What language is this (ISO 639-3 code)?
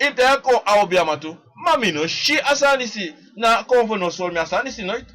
srn